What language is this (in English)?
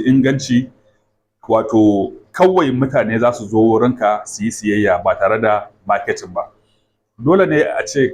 Hausa